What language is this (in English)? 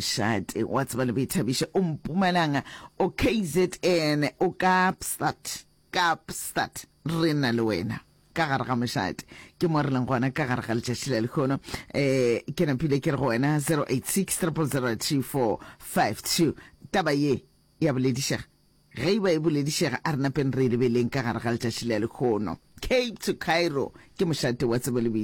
Northern Sotho